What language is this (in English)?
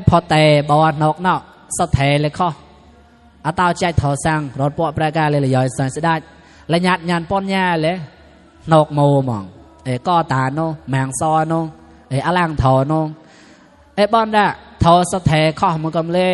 Mon